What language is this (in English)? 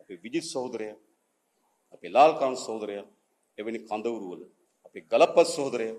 Sinhala